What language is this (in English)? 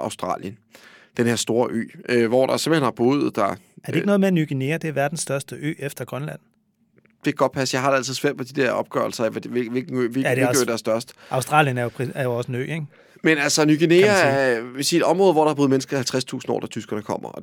Danish